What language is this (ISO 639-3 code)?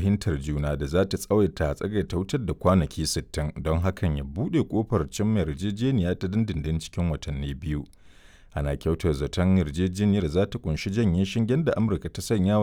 hau